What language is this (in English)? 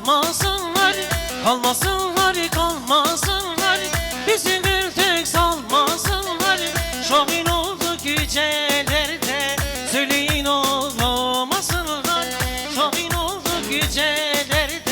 Kurdish